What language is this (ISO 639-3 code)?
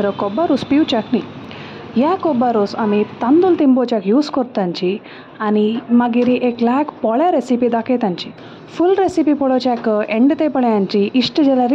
kok